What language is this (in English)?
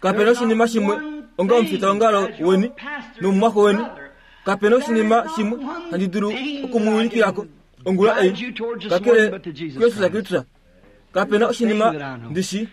Kuanyama